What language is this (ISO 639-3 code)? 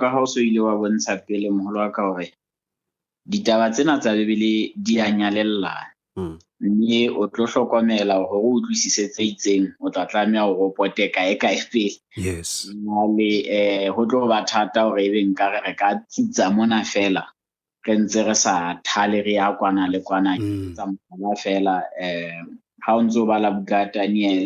sot